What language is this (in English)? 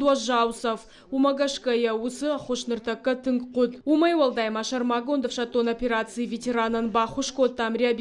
Ossetic